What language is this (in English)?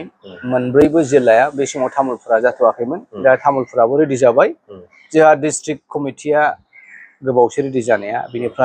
Bodo